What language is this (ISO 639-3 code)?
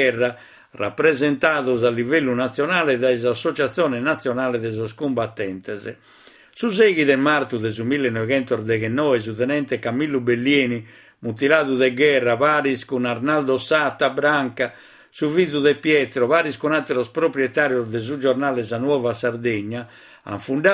srd